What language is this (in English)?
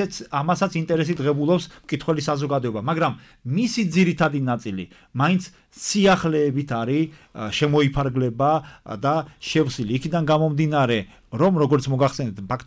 Georgian